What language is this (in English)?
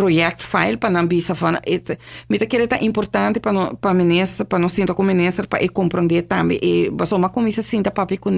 Papiamento